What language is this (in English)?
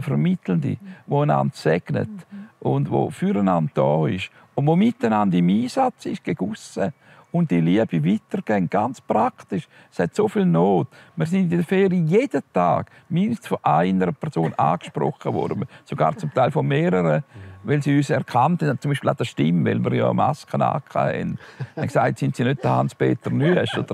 Swiss German